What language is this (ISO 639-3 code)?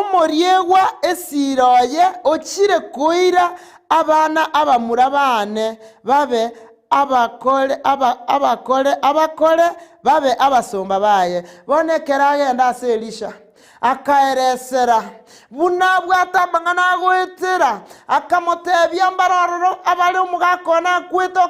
guz